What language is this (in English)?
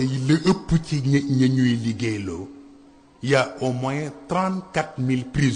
Wolof